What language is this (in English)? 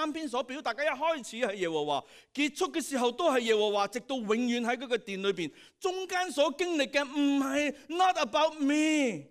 Cantonese